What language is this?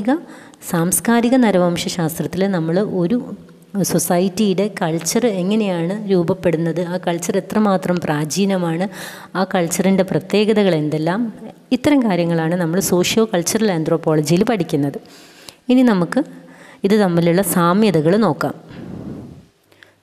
Malayalam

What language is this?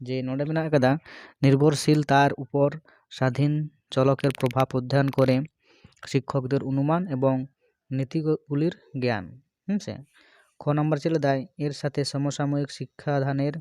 Santali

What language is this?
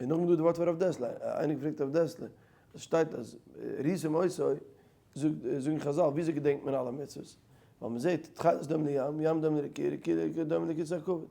Yiddish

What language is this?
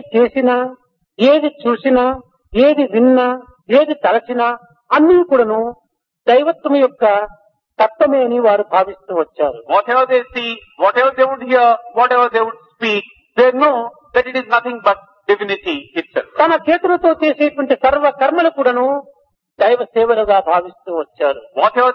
Telugu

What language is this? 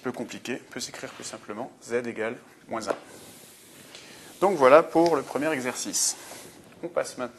French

